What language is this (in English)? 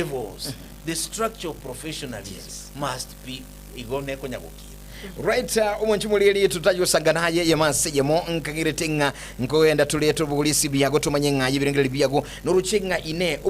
Gusii